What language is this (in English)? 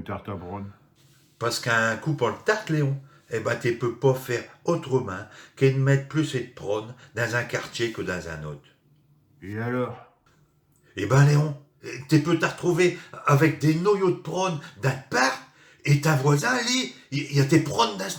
Picard